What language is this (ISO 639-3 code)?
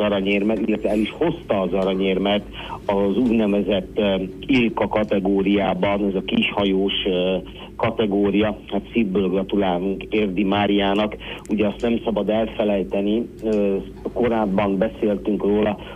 hun